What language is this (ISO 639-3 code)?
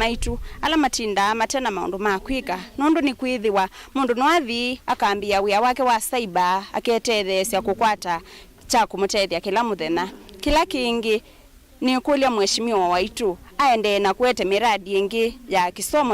kam